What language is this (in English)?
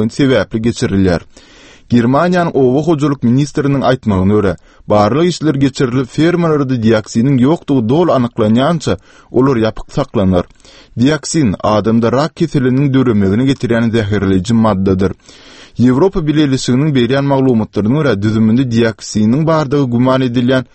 Turkmen